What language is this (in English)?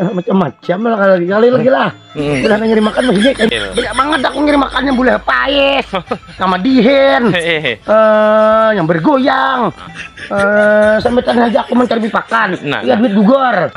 Banjar